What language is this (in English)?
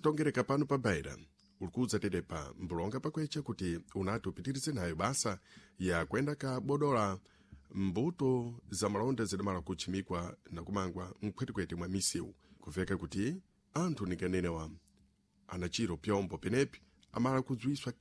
Sena